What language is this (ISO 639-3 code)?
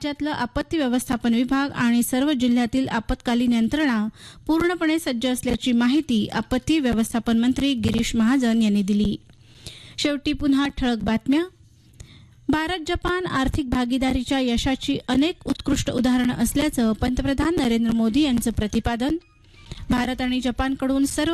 mar